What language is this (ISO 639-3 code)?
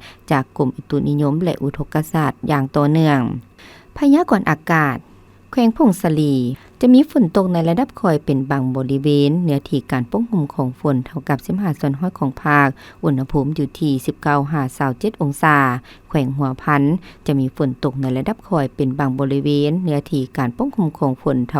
lao